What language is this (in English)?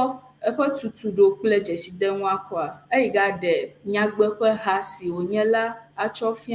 Ewe